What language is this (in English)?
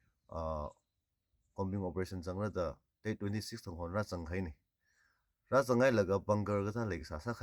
Tangkhul Naga (India)